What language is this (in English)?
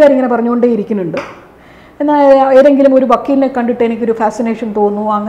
Malayalam